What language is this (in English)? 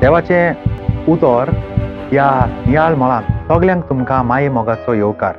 Konkani